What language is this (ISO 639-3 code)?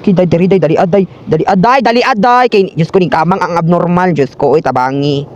ceb